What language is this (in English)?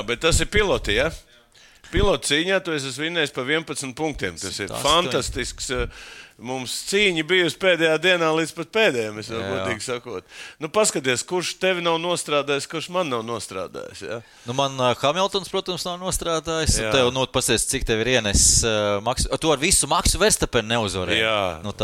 Latvian